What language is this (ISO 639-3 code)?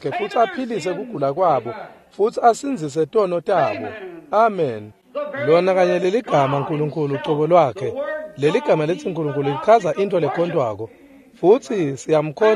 ssw